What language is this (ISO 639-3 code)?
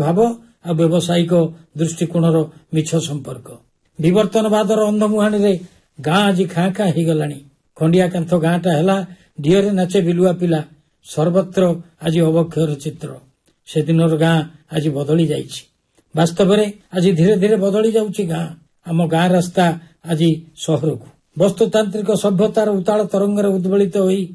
ori